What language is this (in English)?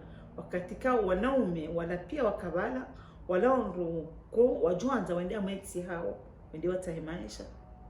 Ngazidja Comorian